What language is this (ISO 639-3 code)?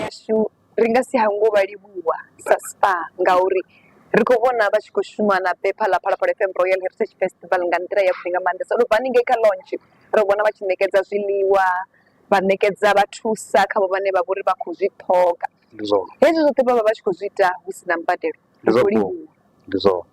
ven